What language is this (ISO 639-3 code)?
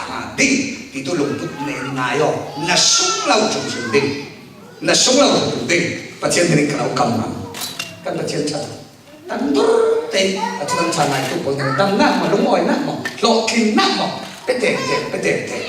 cfm